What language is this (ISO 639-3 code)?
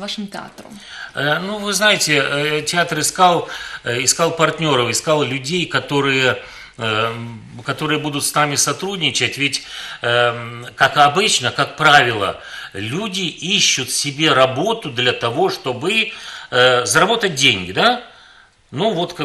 rus